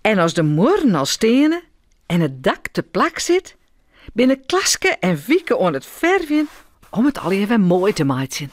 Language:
Western Frisian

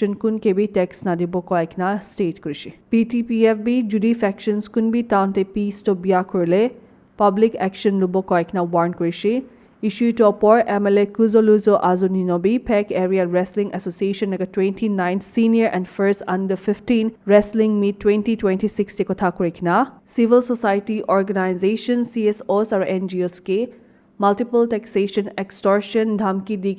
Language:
Naga Pidgin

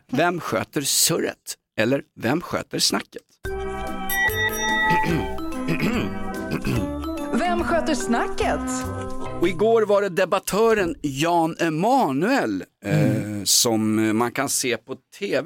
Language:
Swedish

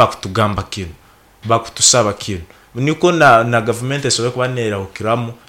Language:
Nyankole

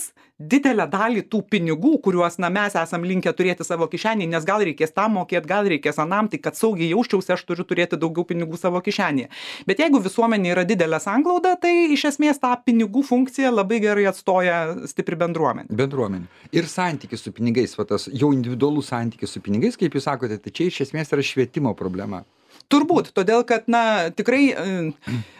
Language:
Lithuanian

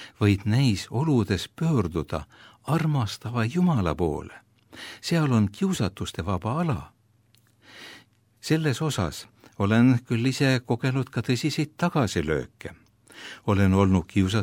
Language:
Estonian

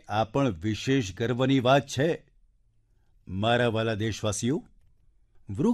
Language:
Gujarati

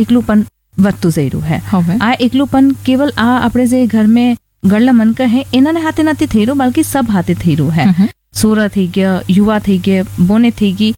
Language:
Gujarati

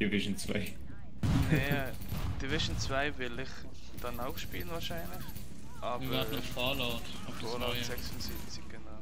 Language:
Swiss German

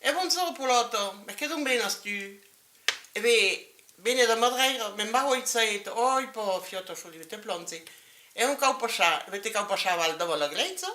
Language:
Occitan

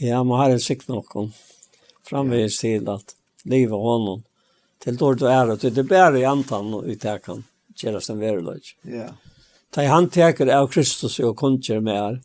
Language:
Faroese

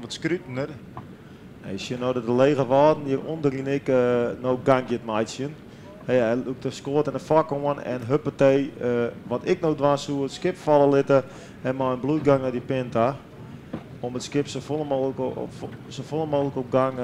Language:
Western Frisian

